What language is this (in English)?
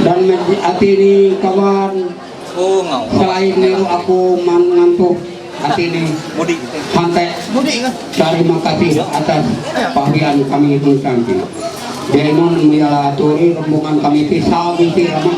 Ma'anyan